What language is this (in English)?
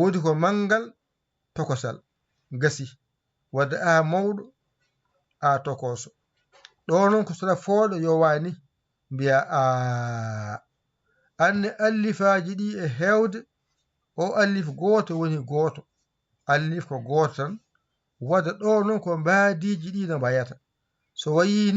Fula